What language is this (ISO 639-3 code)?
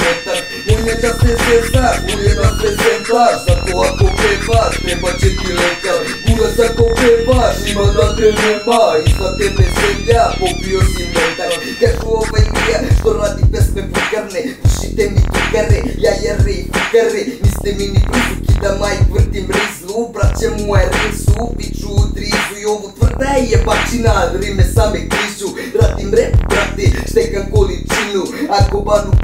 srp